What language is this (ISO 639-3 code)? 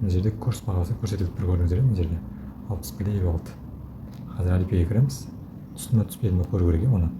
kaz